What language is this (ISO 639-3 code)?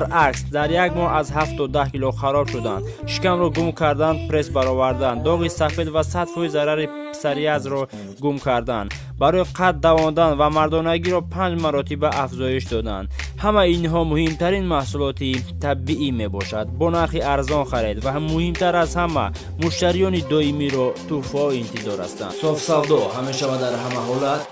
tgk